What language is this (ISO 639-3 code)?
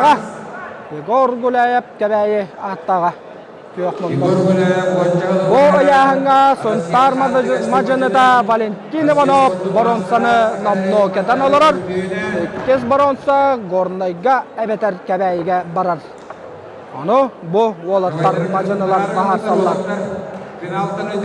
sah